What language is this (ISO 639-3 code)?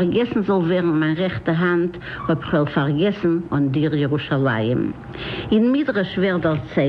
yid